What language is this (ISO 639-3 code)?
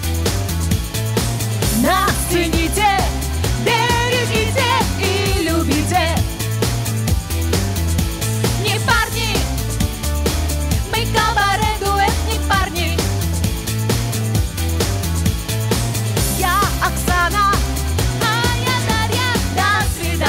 rus